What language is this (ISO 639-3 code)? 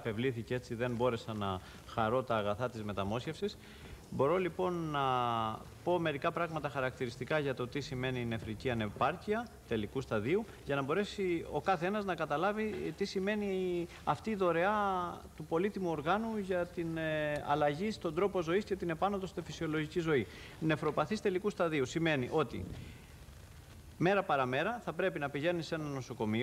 ell